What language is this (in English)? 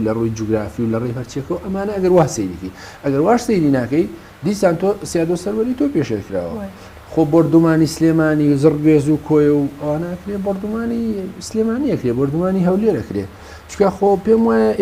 Central Kurdish